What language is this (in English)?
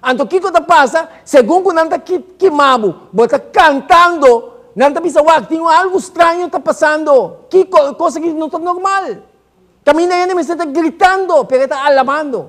Papiamento